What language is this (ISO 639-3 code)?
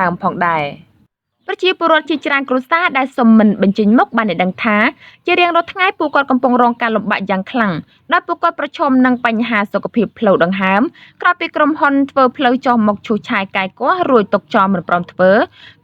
khm